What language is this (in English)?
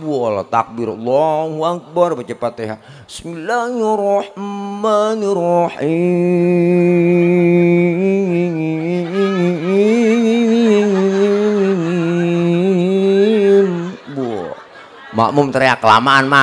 Betawi